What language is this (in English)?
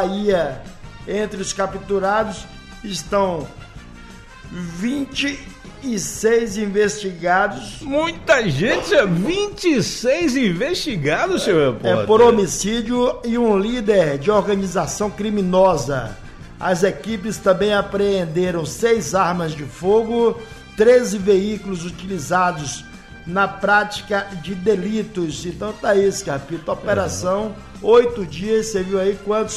Portuguese